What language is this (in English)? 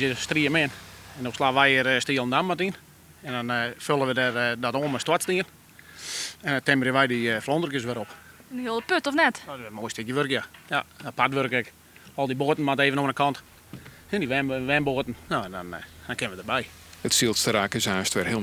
Western Frisian